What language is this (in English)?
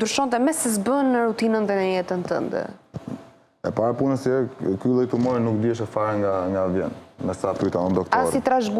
Albanian